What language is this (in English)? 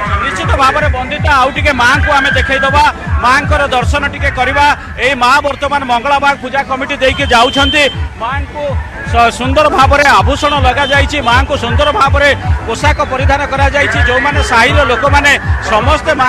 Odia